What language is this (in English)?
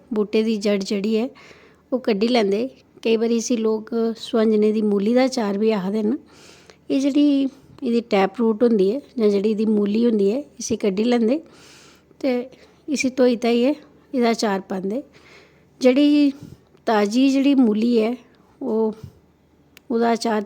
Dogri